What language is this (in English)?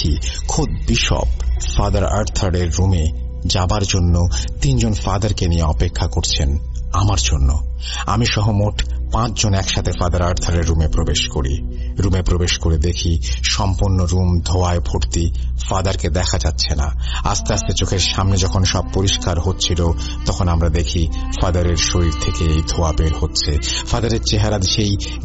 Bangla